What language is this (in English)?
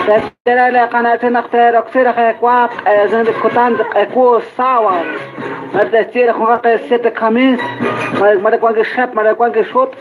Kekchí